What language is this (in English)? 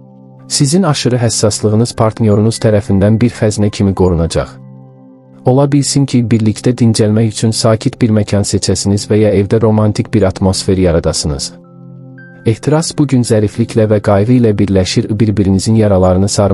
Azerbaijani